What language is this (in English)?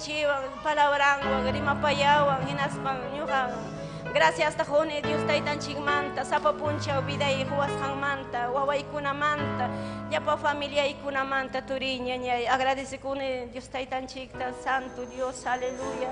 Ayacucho Quechua